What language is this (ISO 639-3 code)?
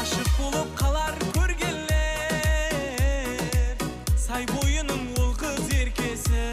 kaa